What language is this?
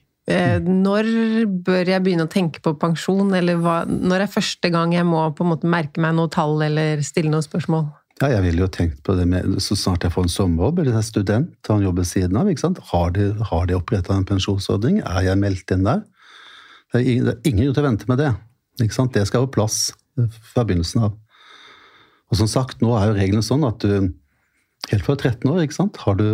Norwegian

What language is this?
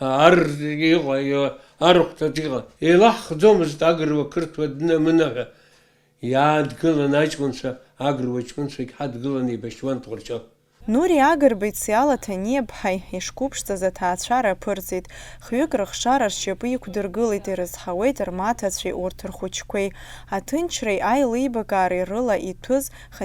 Abkhazian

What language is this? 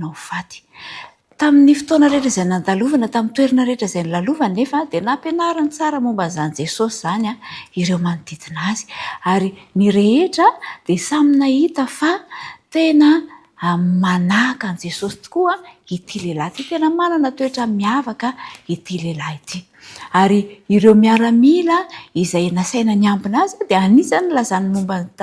Malagasy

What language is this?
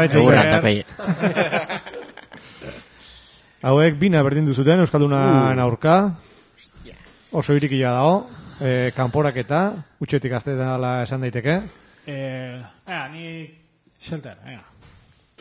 Basque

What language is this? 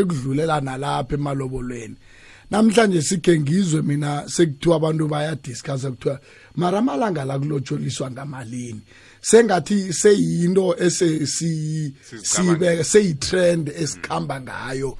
South Ndebele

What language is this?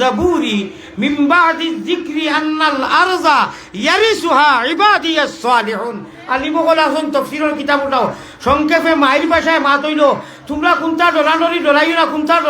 Sylheti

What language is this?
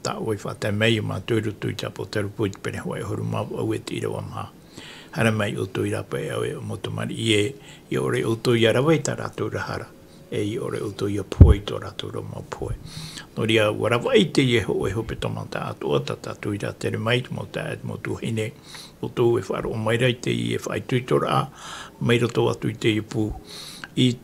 Tahitian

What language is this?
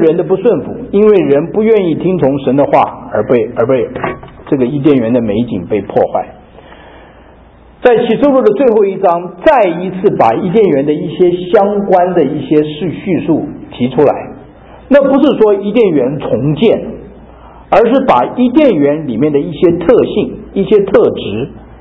Chinese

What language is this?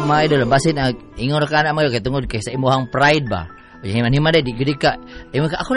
Cebuano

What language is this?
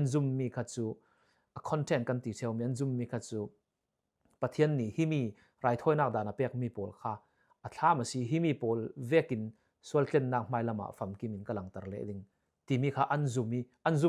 Falam Chin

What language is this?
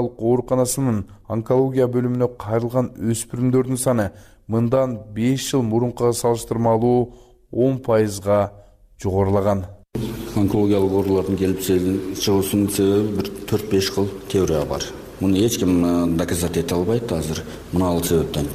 Kyrgyz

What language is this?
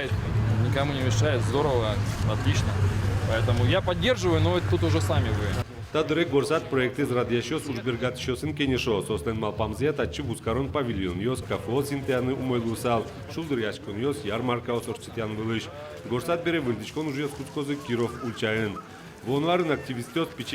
Udmurt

